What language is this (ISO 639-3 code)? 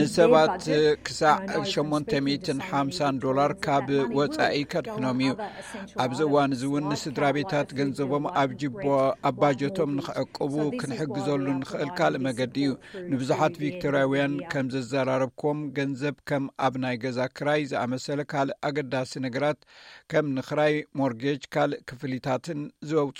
tir